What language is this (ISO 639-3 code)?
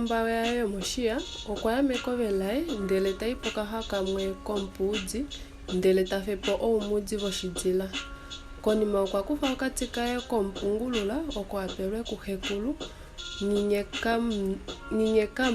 kua